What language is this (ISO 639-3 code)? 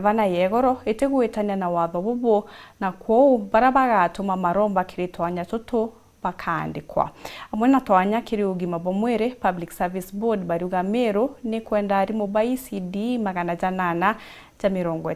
mer